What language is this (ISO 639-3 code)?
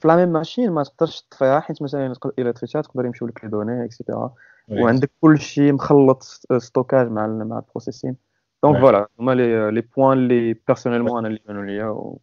ary